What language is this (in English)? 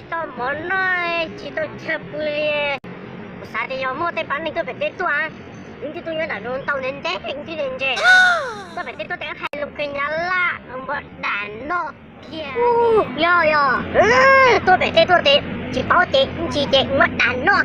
Hmong